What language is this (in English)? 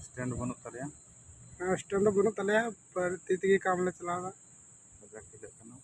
Santali